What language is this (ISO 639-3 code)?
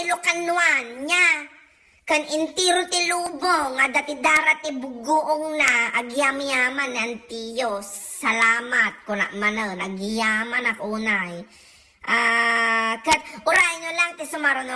ilo